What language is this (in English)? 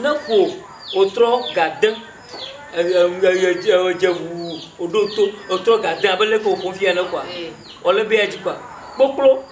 Ewe